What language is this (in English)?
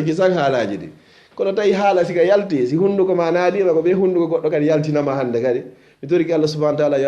Fula